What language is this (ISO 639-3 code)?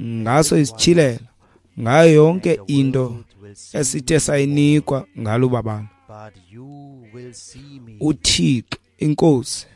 xho